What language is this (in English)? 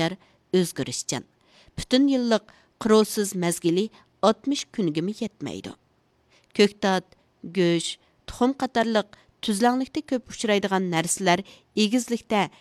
Uyghur